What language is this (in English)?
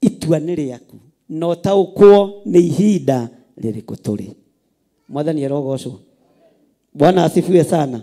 Kikuyu